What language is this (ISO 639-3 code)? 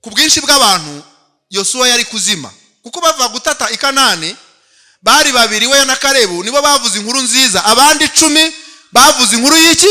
kin